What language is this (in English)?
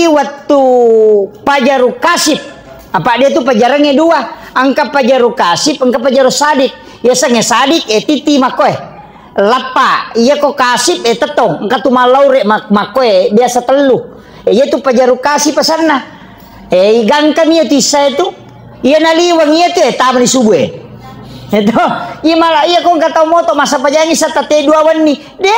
Buginese